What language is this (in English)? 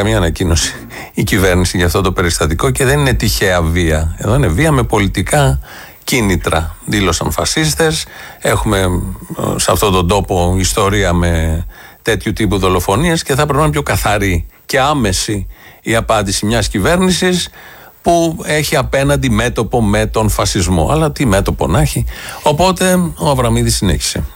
Greek